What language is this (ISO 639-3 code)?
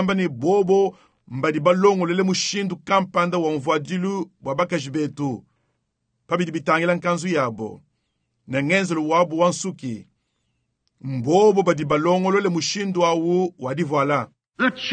lua